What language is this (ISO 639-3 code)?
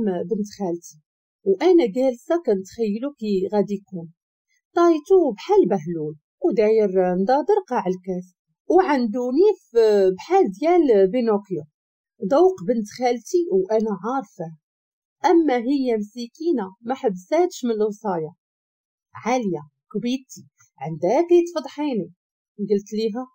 ary